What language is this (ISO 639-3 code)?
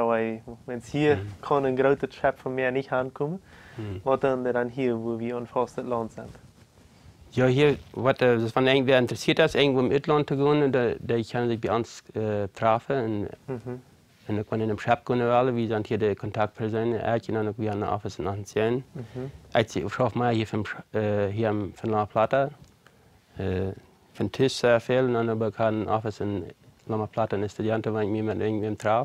pdt